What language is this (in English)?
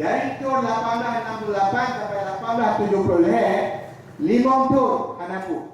Achinese